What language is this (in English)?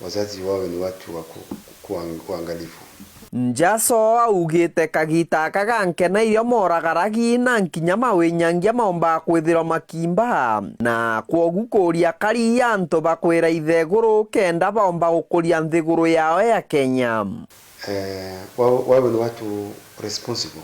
Meru